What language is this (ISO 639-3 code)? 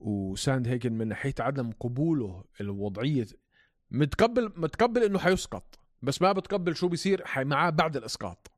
apc